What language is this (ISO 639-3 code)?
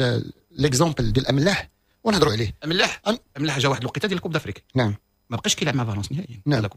ary